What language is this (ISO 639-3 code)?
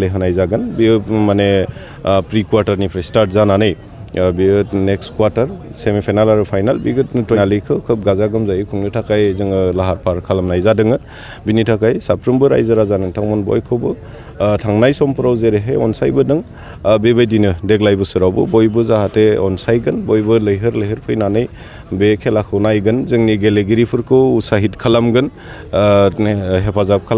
brx